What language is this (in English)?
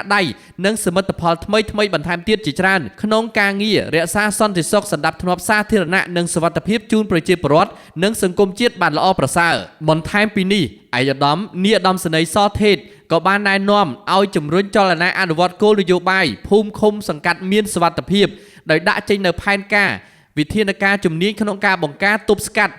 Khmer